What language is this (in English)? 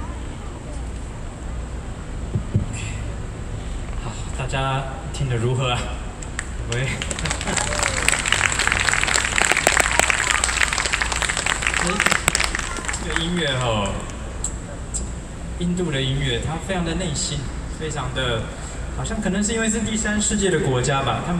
Chinese